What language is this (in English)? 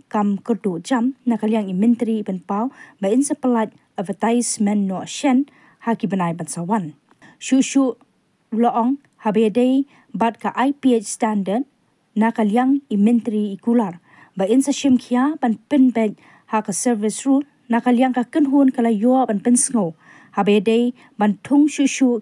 Khasi